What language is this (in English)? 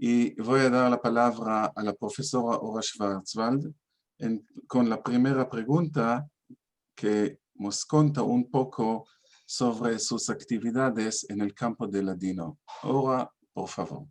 Ladino